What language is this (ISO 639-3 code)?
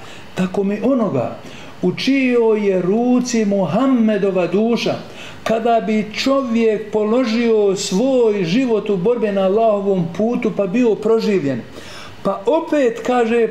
bos